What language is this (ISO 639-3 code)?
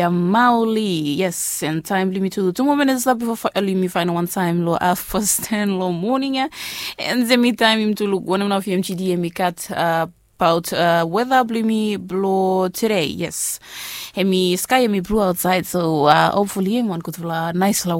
bis